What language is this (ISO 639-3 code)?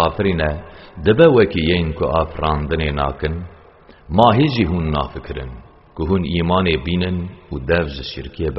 kur